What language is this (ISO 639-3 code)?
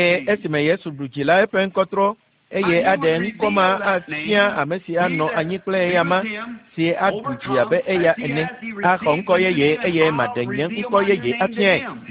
ewe